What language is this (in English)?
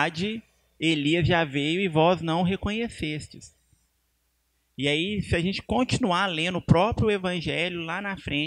Portuguese